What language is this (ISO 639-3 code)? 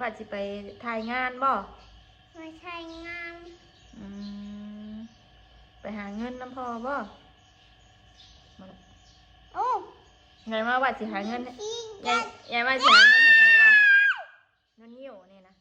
tts